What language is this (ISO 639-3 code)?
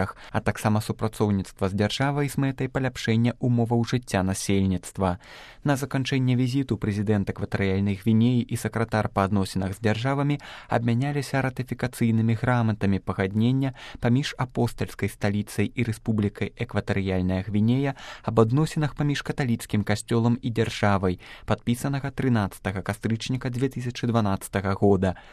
bel